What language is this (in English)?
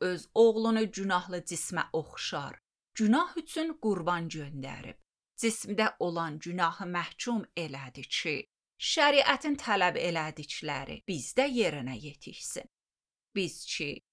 Azerbaijani